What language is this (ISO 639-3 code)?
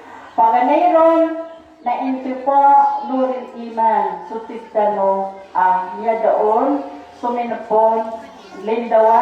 mrw